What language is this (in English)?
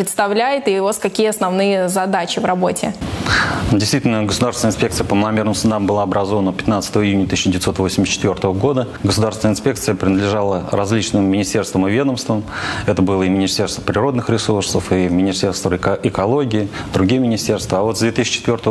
Russian